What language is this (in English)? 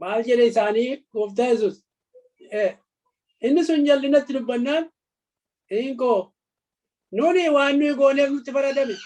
Oromo